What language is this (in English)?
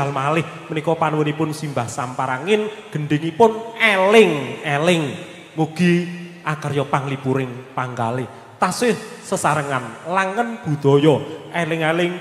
Javanese